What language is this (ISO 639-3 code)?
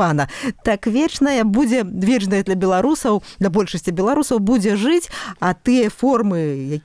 bel